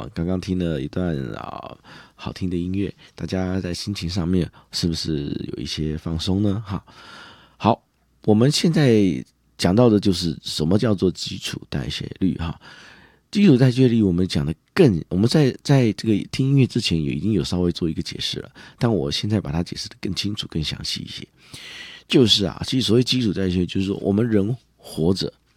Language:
Chinese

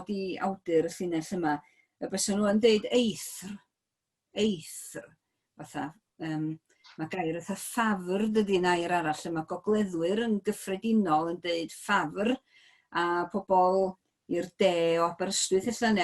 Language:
Welsh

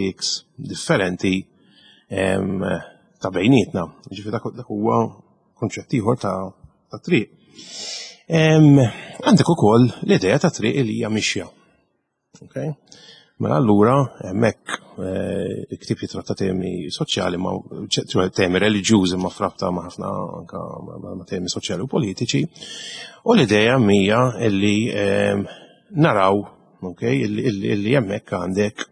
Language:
Maltese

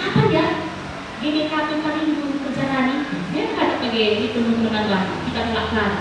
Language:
Batak Karo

